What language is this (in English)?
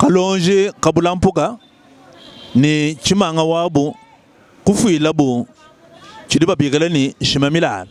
Luba-Lulua